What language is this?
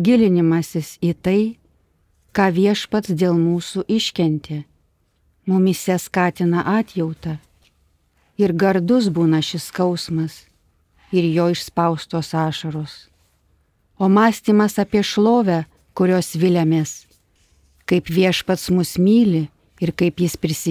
Lithuanian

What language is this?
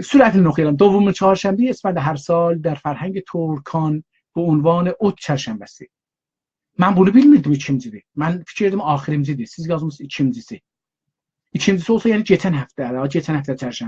South Azerbaijani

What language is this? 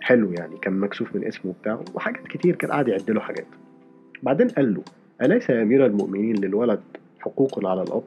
Egyptian Arabic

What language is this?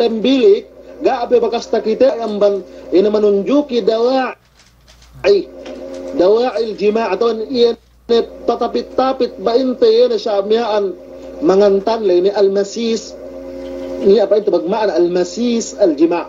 Yakan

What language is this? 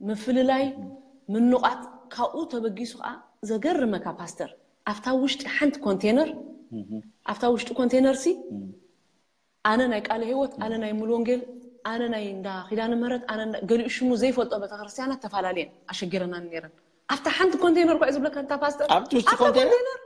Tigrinya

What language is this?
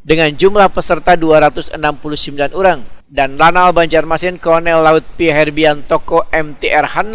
Banjar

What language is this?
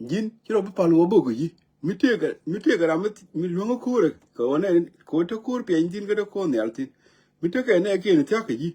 Nuer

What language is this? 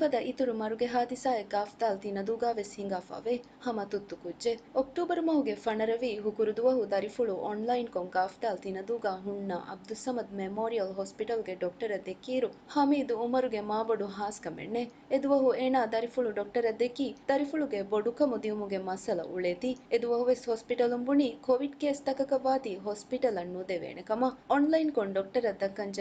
Divehi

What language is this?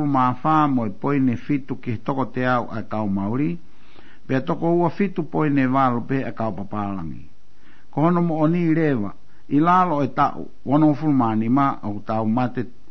Tongan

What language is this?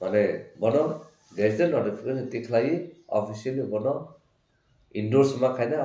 Kok Borok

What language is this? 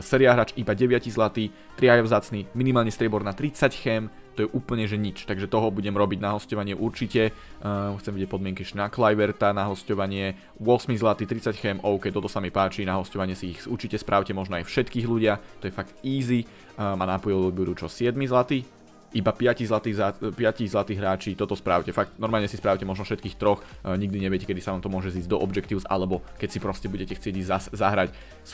Slovak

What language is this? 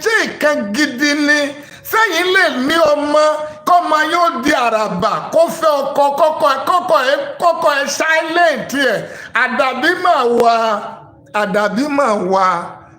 Yoruba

